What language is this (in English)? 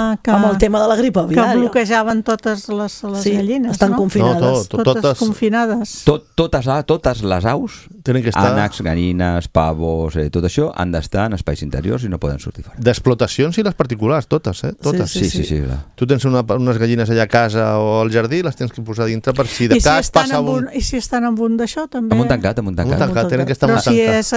Catalan